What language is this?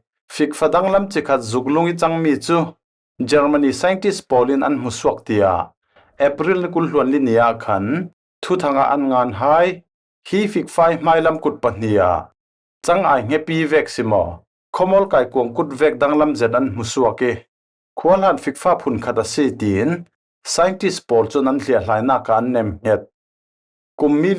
Falam Chin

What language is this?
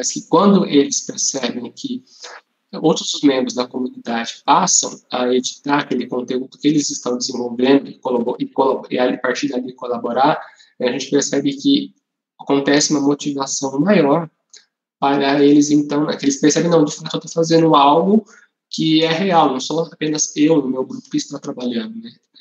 Portuguese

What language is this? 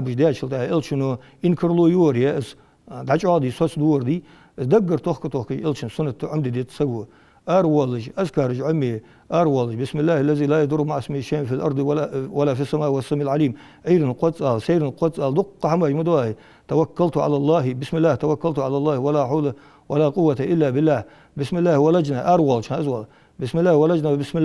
Ingush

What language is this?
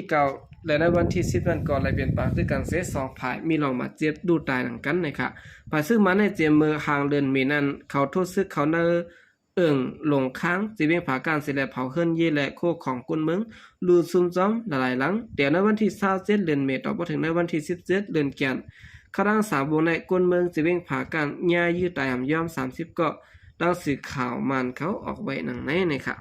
Shan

